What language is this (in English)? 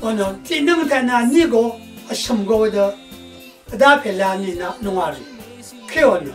Rawang